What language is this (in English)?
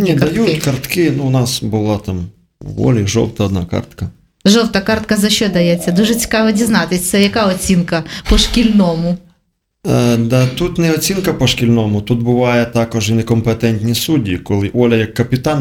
Ukrainian